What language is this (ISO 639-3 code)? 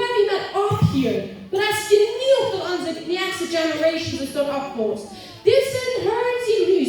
pdt